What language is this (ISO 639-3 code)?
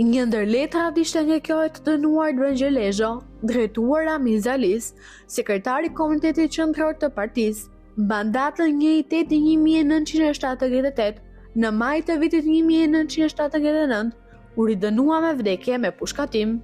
sqi